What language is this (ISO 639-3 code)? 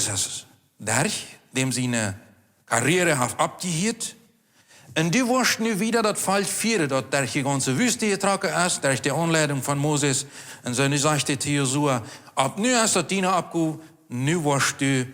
pdt